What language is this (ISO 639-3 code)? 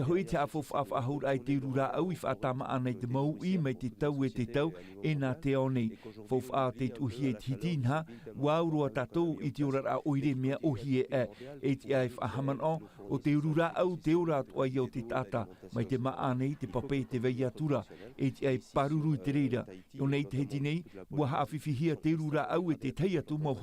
tah